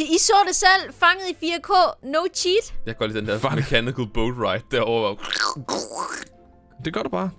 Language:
Danish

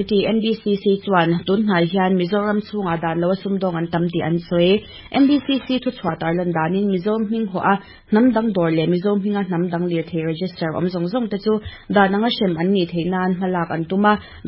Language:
Mizo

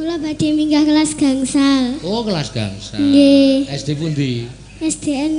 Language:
Javanese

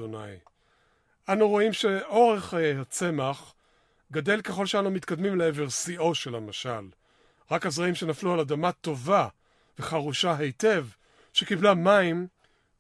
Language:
Hebrew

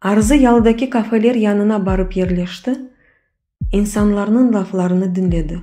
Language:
Crimean Tatar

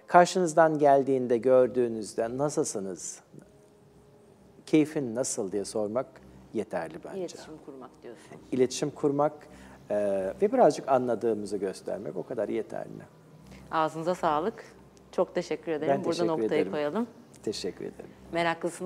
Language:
Turkish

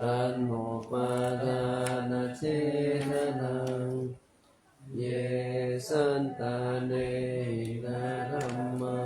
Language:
Pali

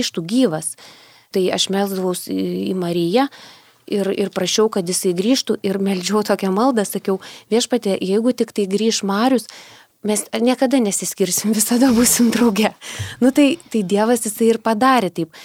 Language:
Lithuanian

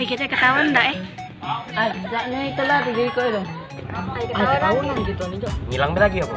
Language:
Musi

